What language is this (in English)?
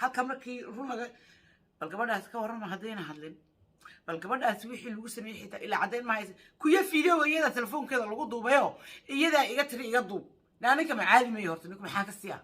Somali